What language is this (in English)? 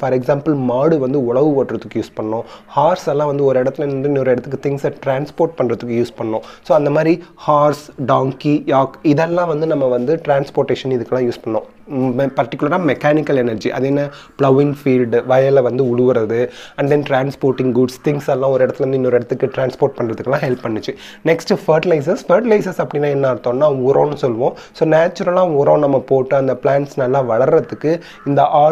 Tamil